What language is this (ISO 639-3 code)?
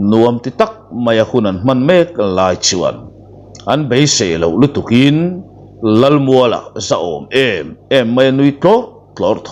lus